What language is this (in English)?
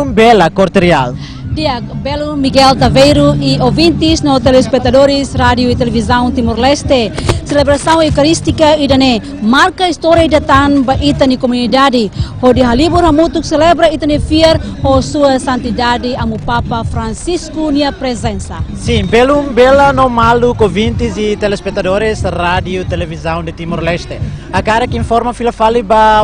Tetum